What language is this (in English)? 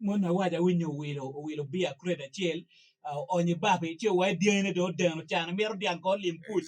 Acoli